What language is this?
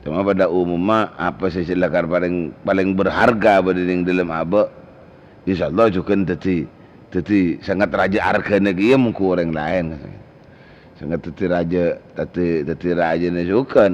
Madurese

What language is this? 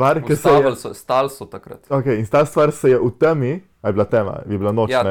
Slovenian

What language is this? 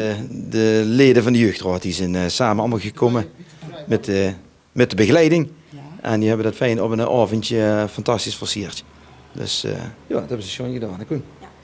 Limburgish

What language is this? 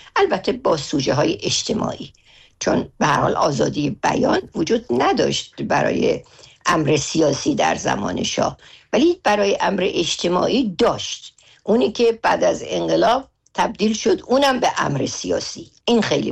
Persian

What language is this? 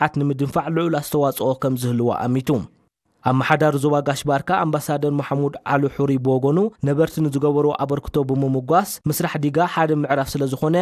Tigrinya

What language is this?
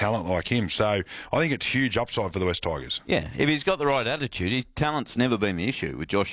English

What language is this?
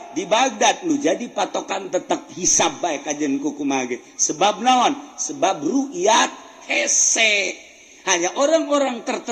Sundanese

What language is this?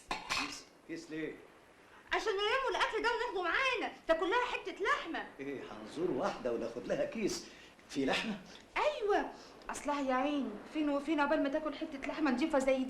Egyptian Arabic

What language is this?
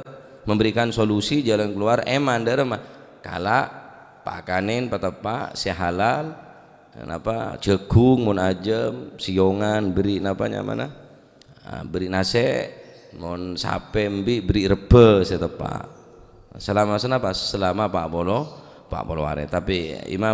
Madurese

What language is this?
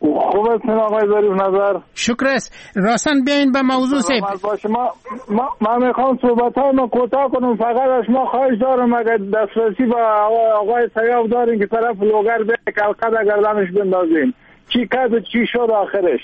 Persian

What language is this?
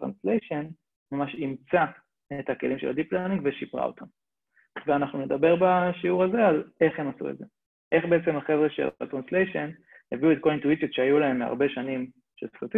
Hebrew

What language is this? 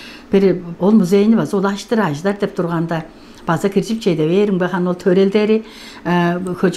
Tuvinian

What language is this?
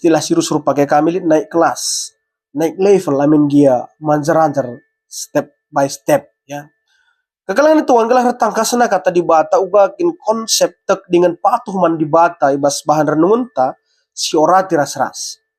Batak Karo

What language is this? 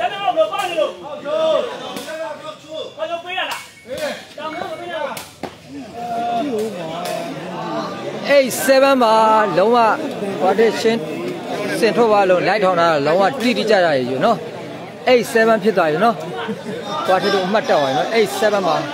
Burmese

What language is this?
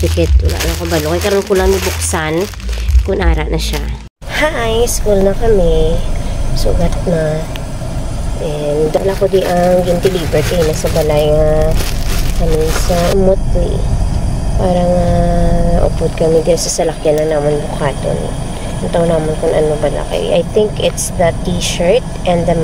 Hiligaynon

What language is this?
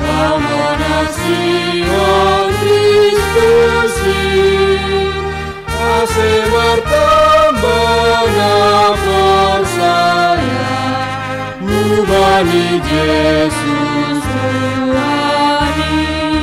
Batak Simalungun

